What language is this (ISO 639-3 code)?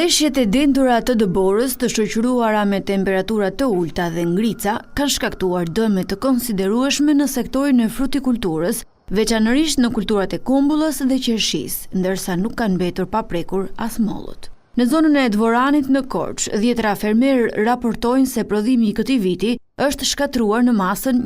sqi